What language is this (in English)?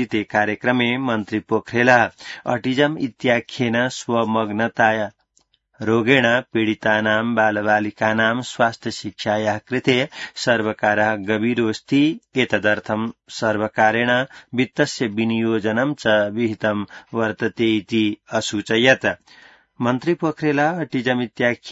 Sanskrit